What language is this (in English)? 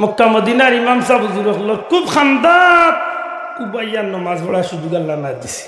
Sylheti